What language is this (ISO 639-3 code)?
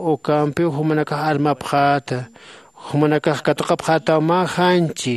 aym